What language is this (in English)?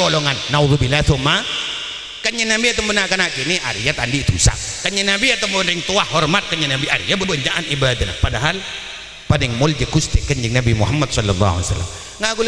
Madurese